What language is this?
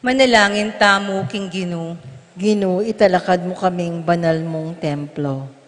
Pampanga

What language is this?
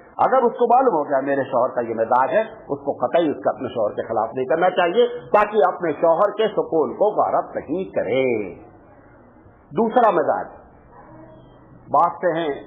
Urdu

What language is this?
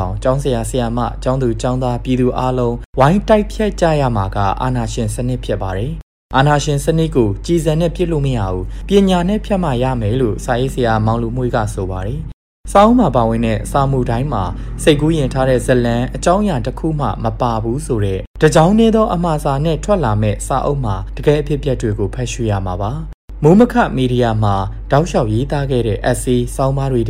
Burmese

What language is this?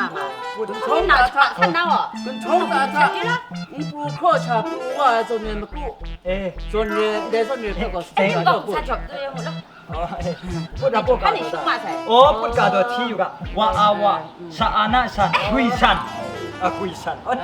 Kachin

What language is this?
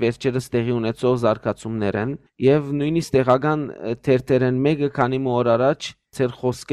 Western Armenian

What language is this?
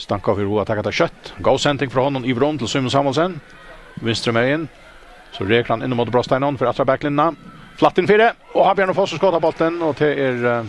Faroese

